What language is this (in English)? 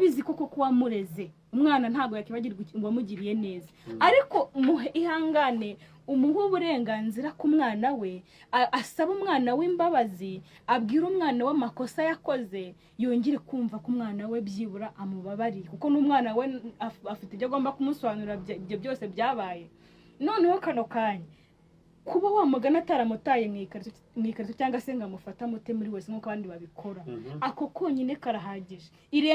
Kinyarwanda